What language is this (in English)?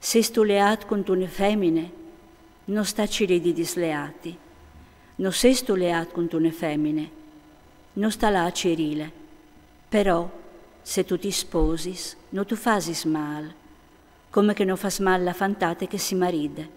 Friulian